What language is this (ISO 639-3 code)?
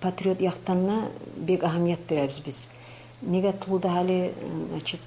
kum